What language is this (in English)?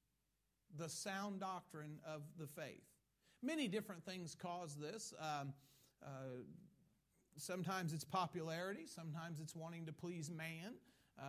English